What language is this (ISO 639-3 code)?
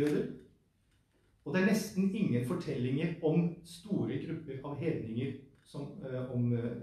nor